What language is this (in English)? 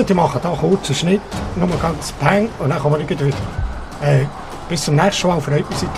Swiss German